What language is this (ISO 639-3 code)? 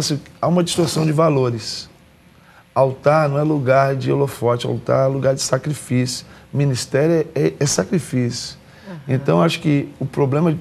por